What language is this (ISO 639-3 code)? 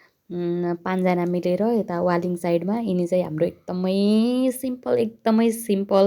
nep